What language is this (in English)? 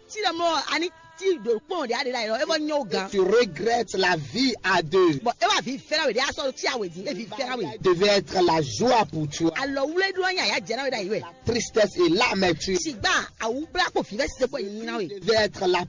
Fon